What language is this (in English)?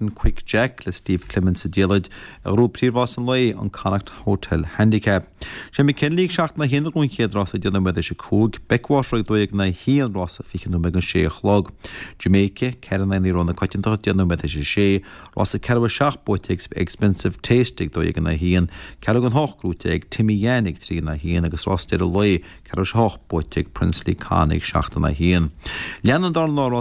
Irish